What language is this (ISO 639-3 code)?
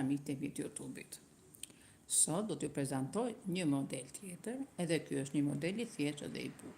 sqi